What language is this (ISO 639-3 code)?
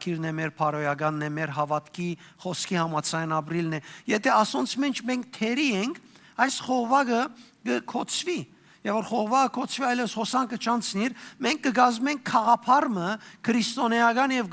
hyw